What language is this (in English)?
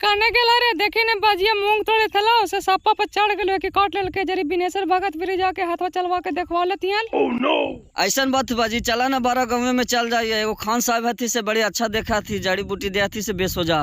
Magahi